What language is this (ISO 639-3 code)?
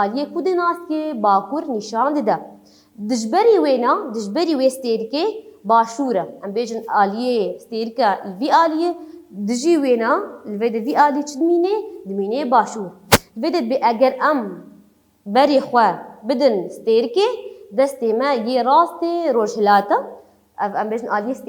kur